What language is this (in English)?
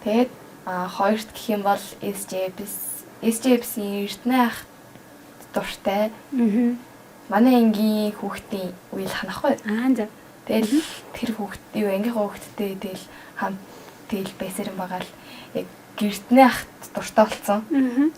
Mongolian